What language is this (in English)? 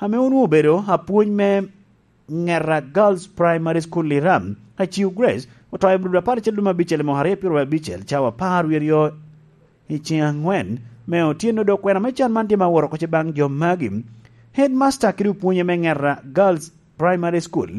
Lango (Uganda)